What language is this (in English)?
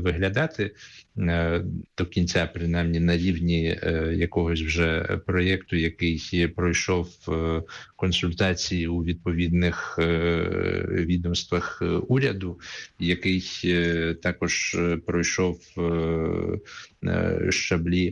Ukrainian